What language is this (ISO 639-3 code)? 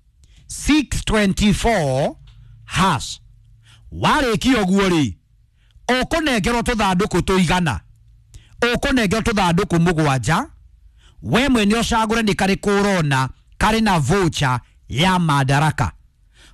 kik